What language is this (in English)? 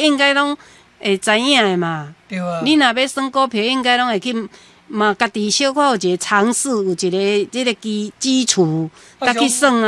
Min Nan Chinese